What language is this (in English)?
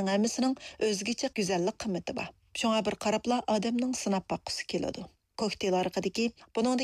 Uyghur